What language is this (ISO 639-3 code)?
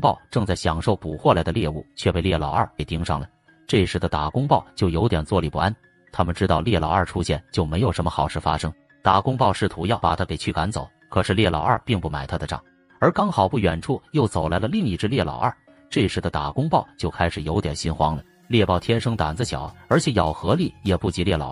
zho